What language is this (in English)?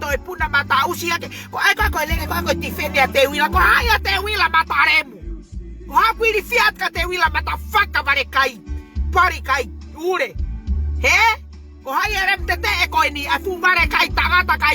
Tongan